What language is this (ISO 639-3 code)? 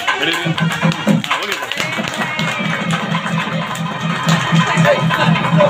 tam